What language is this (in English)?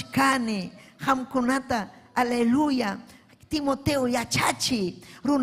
Ayacucho Quechua